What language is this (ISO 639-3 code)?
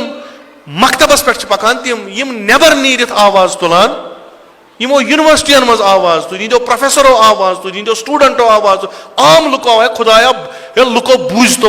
kas